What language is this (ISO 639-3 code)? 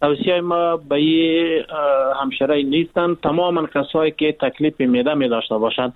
fas